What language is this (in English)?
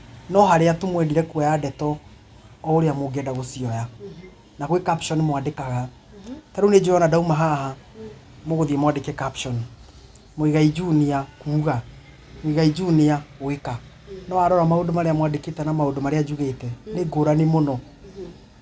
Kikuyu